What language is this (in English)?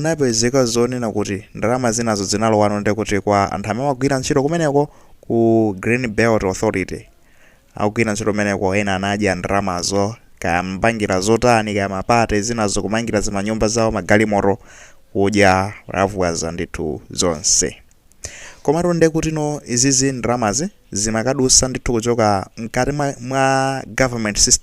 Nyanja